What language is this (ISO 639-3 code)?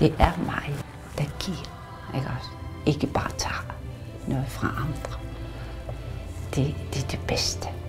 dan